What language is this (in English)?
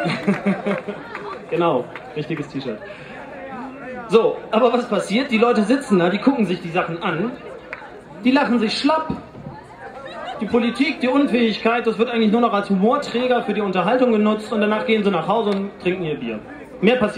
German